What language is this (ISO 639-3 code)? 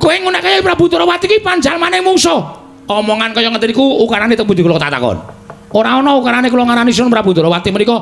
jav